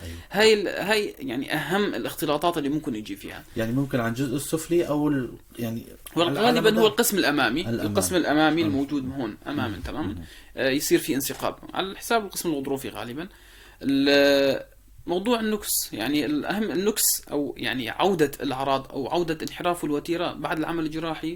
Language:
North Levantine Arabic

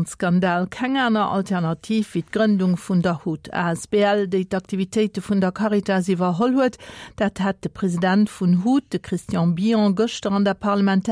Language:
Luxembourgish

